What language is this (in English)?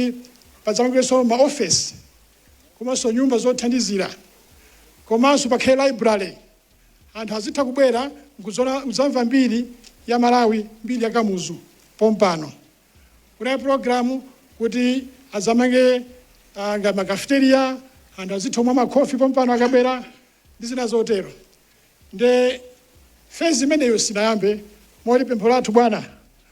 Nyanja